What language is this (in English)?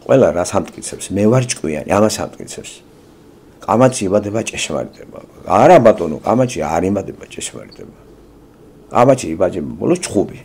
Georgian